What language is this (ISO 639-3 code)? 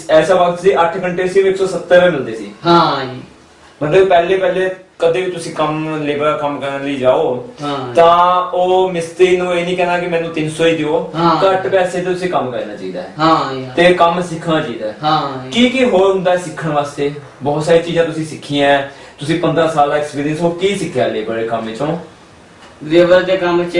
pan